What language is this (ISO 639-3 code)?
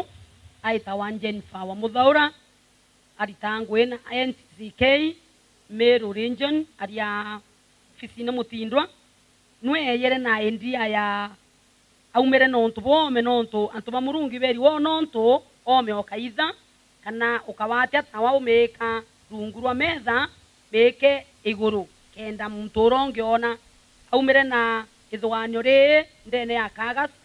mer